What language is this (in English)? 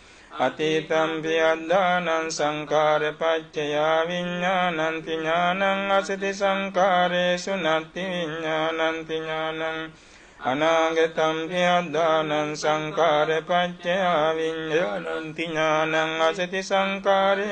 Pali